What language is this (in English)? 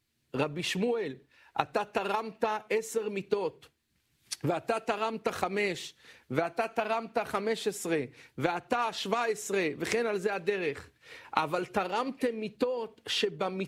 Hebrew